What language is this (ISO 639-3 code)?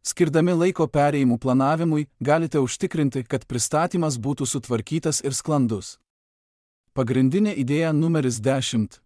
lit